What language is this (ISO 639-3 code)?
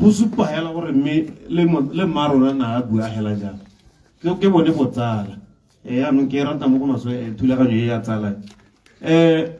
tsn